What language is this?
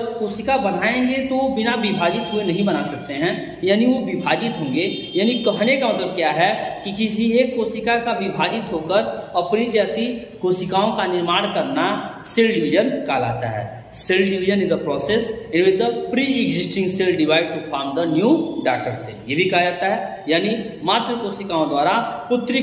Hindi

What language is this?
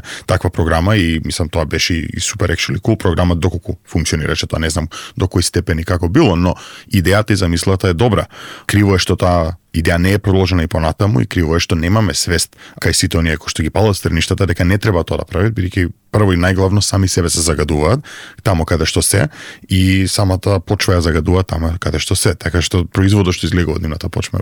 Macedonian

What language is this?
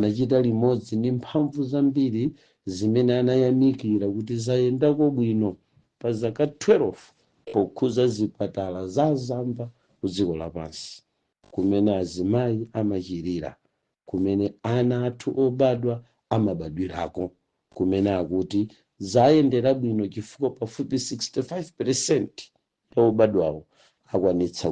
Nyanja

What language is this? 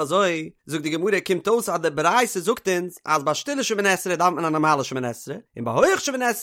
Yiddish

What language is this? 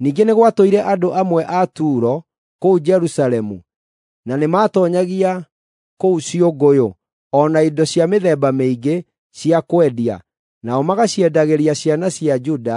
Kikuyu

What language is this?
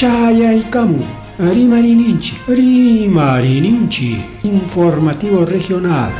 Ayacucho Quechua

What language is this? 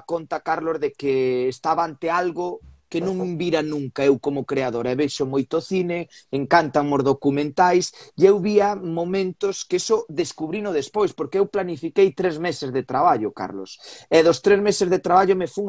Galician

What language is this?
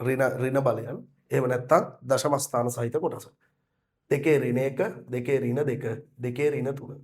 Sinhala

